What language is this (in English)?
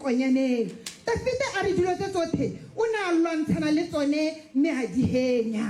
Tswana